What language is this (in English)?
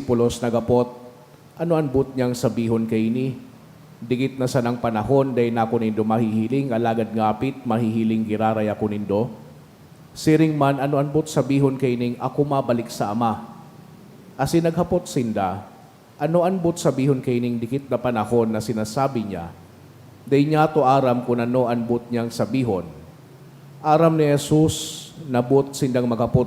Bikol